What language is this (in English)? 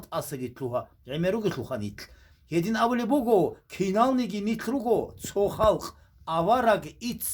Avaric